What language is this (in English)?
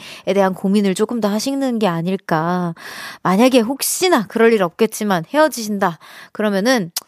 Korean